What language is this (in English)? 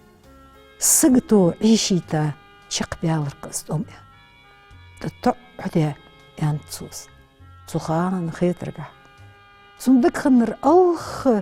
Ingush